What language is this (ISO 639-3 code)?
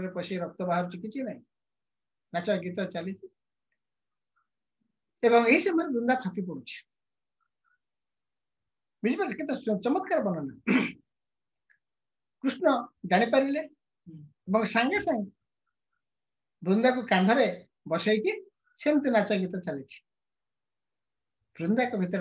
ori